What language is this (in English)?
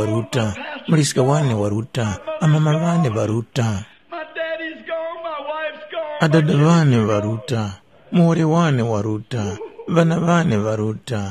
Tumbuka